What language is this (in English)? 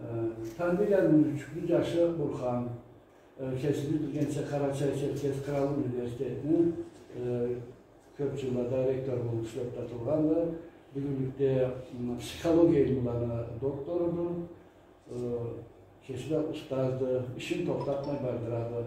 Karachay-Balkar